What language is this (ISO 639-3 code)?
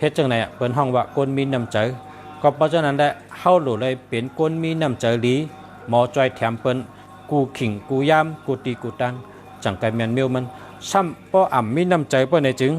shn